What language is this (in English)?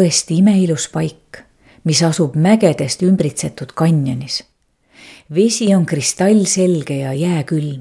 Estonian